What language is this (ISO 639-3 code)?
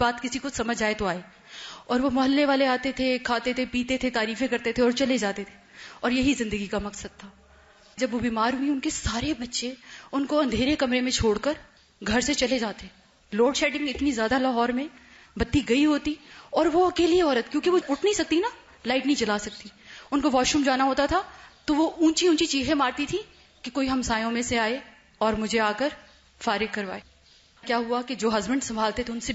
urd